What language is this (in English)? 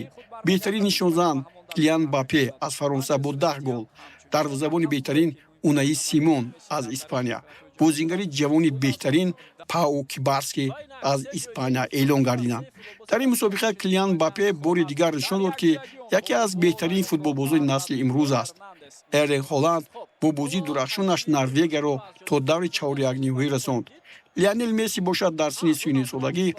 Tajik